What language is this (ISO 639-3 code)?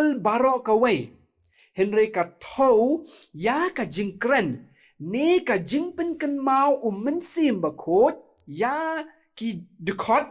kha